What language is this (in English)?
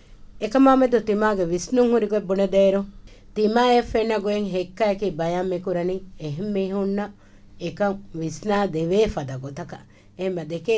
Divehi